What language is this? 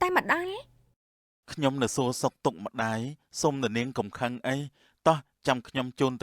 Khmer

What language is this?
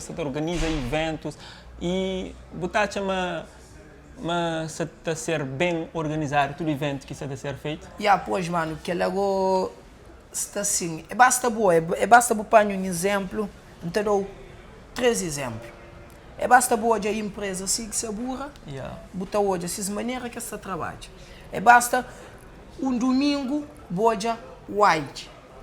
Kabuverdianu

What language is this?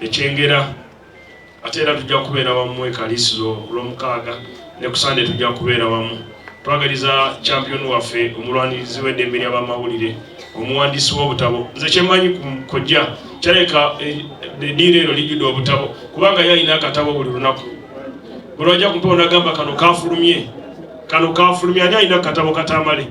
Ganda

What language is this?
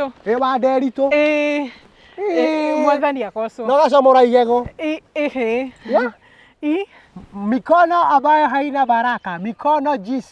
Kikuyu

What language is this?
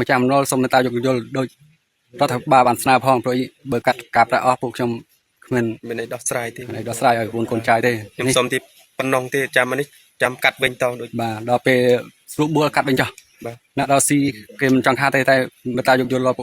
Khmer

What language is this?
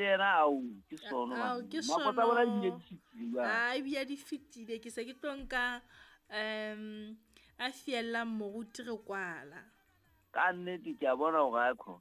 Southern Sotho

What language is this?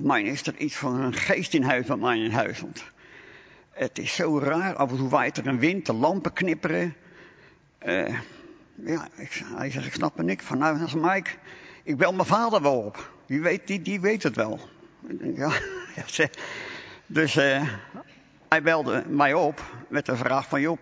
Dutch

